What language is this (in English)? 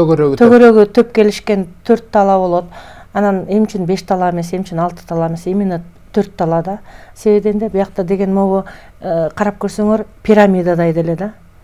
Kyrgyz